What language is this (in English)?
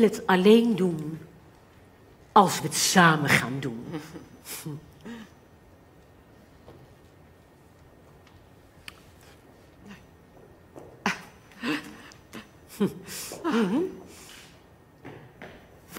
Dutch